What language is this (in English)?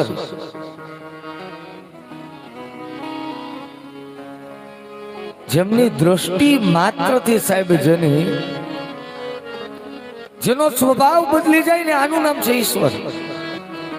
Gujarati